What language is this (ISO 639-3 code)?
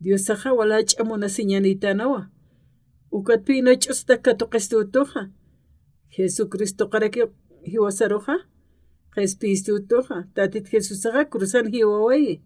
aym